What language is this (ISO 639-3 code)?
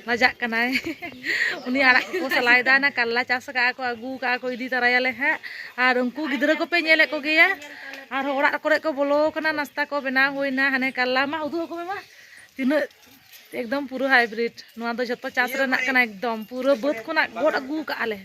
sat